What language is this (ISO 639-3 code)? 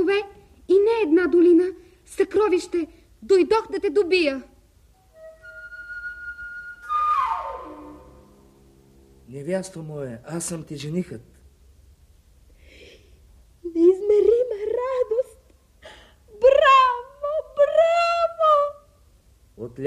bul